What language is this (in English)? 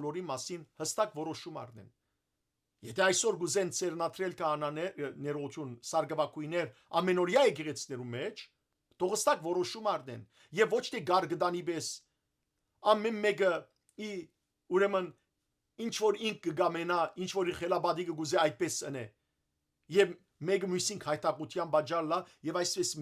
Western Armenian